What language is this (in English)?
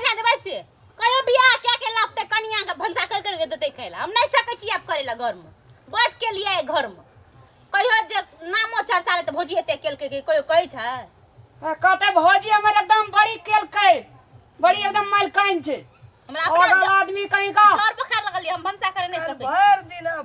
Maithili